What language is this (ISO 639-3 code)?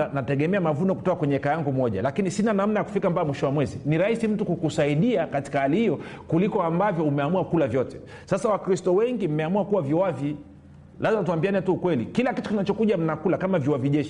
swa